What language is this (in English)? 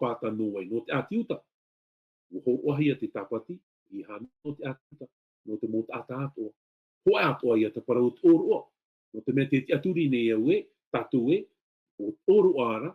Tahitian